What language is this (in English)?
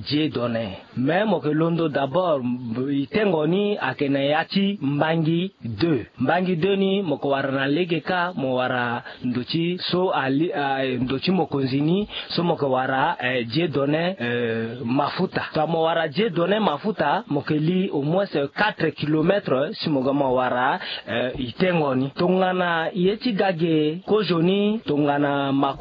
Sango